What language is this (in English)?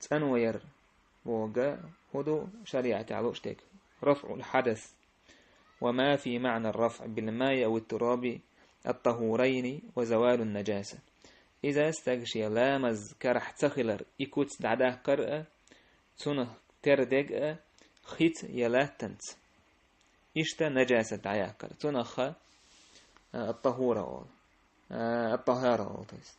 Chechen